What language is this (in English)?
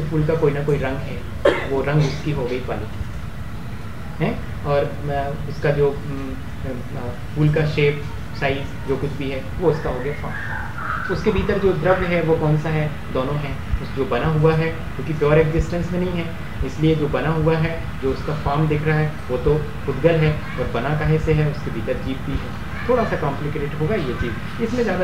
Hindi